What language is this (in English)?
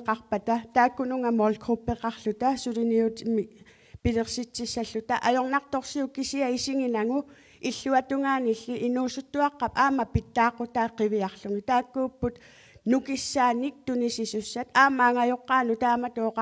Kalaallisut